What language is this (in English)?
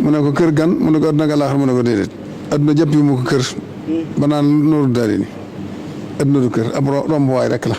Wolof